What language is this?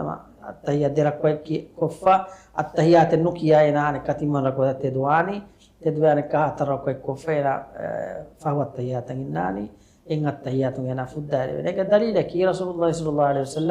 Divehi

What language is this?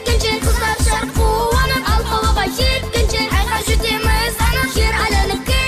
Kara-Kalpak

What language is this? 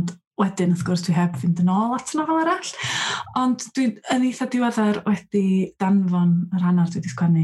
Welsh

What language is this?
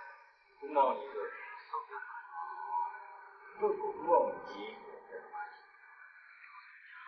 Burmese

